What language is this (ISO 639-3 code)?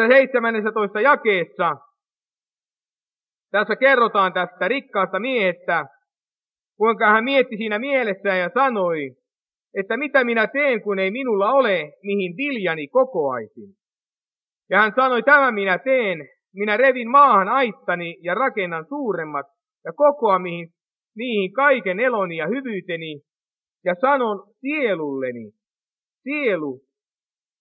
fin